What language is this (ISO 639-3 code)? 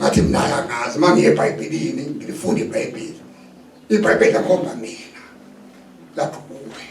zul